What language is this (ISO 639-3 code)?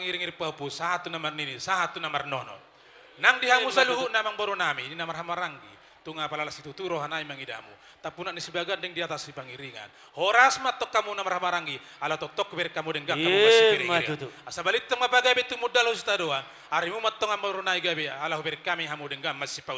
bbc